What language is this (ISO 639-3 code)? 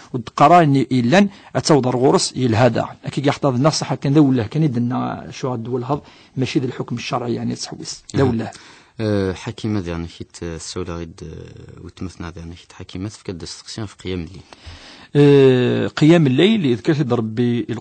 kab